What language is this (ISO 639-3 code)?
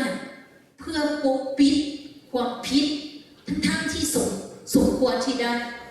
lao